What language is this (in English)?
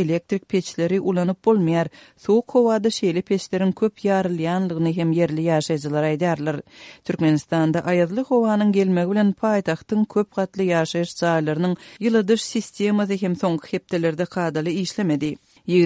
Turkmen